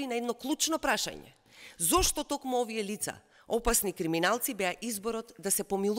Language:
Macedonian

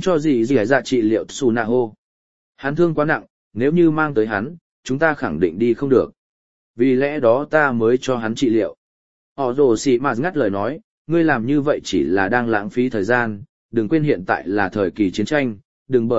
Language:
Vietnamese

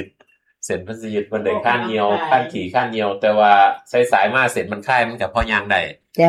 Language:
Thai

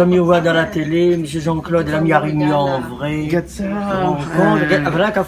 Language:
Réunion Creole French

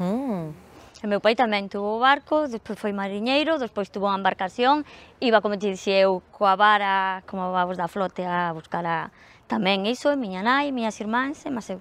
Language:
Galician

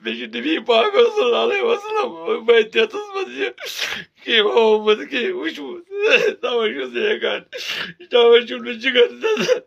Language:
Kashmiri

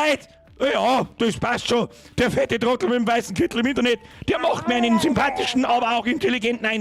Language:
Bavarian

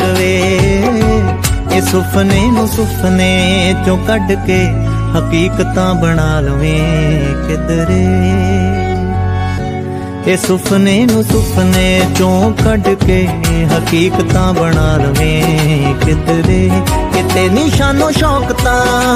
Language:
Punjabi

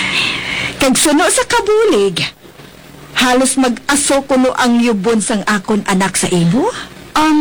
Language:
Hiligaynon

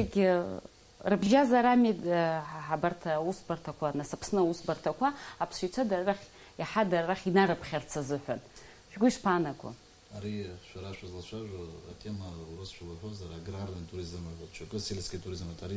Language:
Abkhazian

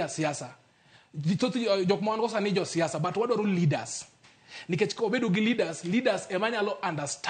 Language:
Luo (Kenya and Tanzania)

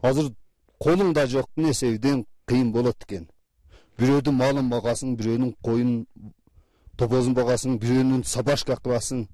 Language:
Kyrgyz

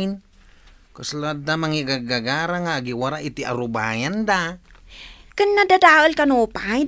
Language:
Iloko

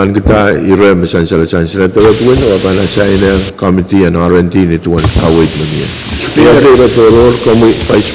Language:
Pohnpeian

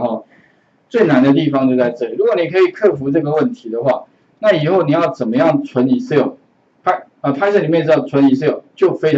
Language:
Chinese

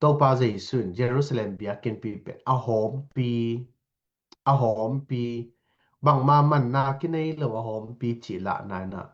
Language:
Tedim Chin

